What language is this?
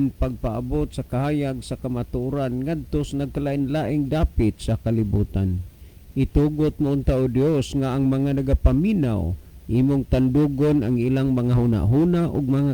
Cebuano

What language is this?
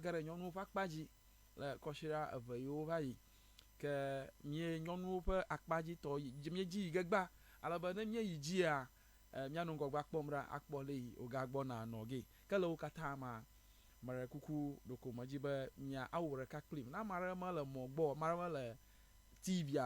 Ewe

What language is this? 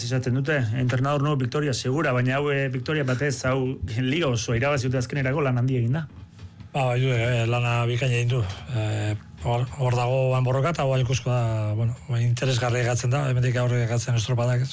Basque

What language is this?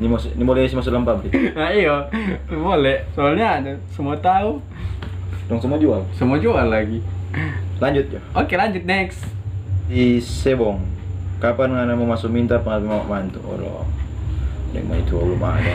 Manado Malay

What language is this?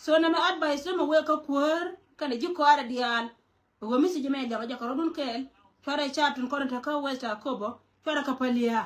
Nuer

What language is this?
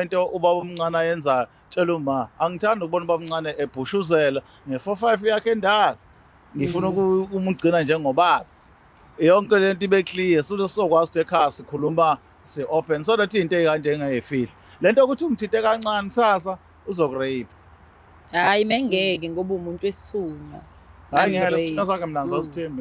Zulu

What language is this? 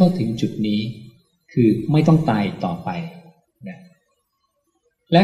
Thai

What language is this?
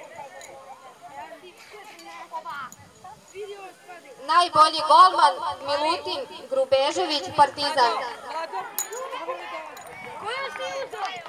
Serbian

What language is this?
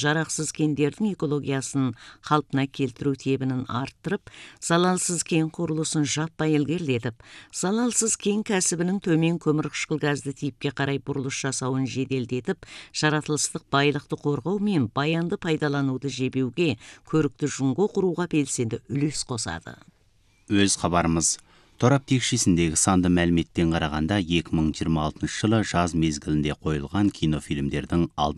Kazakh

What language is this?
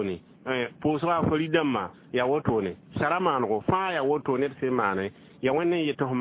Mossi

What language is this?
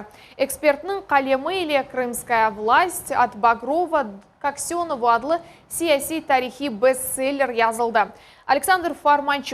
Crimean Tatar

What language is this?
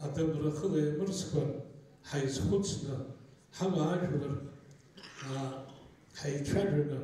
Abkhazian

